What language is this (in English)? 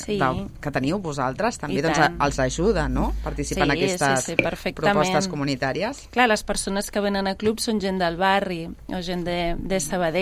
Catalan